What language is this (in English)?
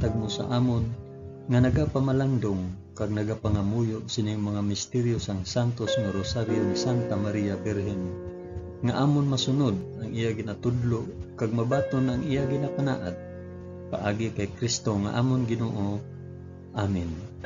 Hiligaynon